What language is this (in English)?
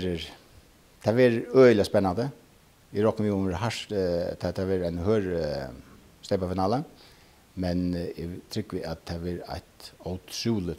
Faroese